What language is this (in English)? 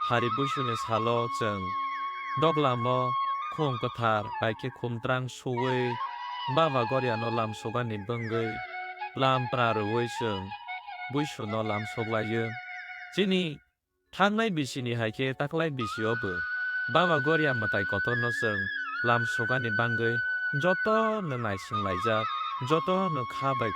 Kok Borok